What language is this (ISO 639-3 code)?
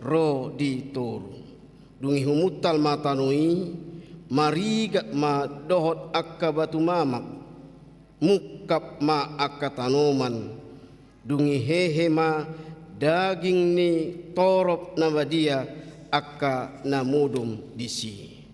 bbc